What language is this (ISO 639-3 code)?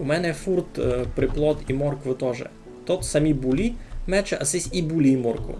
rue